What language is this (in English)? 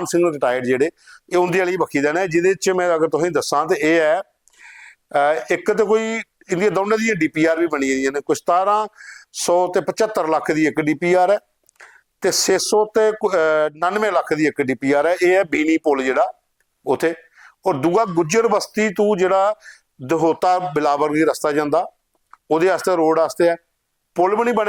Dogri